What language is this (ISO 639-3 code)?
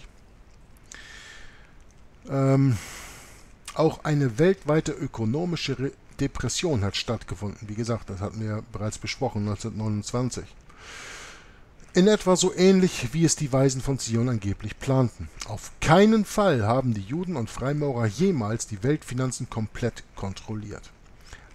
deu